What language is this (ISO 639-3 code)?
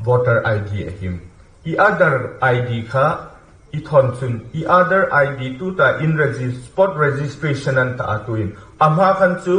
hmr